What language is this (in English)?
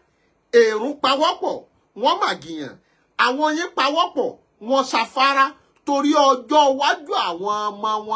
Yoruba